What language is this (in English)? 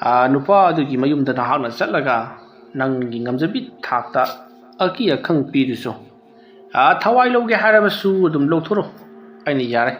Manipuri